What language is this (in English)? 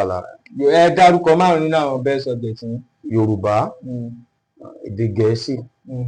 Yoruba